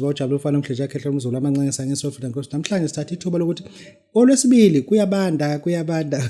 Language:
Zulu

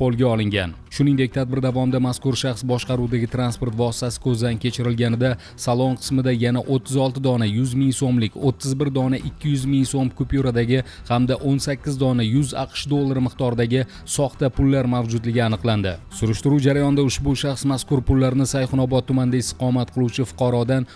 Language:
Uzbek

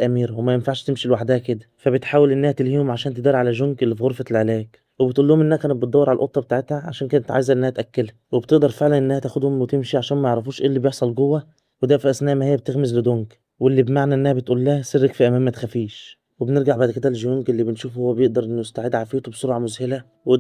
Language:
Egyptian Arabic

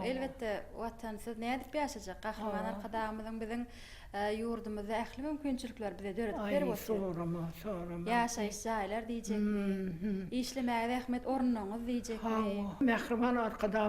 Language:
Turkmen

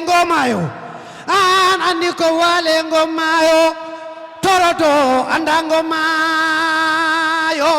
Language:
Fula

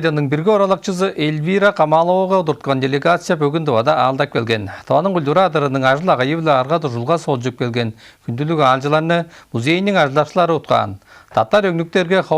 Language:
Tuvinian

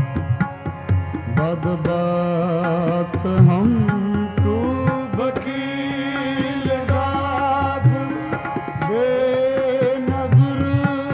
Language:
Punjabi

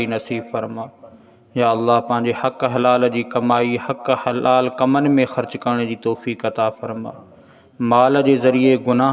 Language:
Sindhi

